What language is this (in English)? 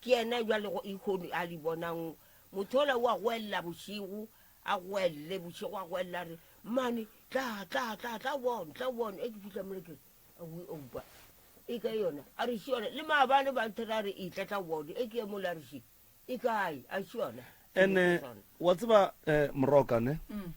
Northern Sotho